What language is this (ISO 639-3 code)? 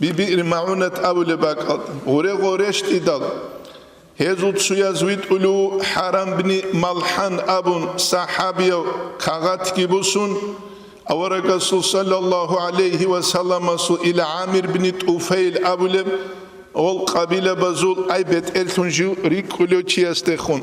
ava